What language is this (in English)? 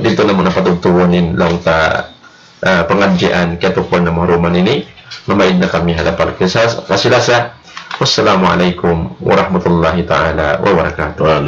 Tausug